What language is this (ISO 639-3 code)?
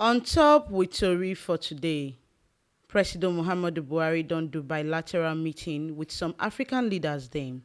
pcm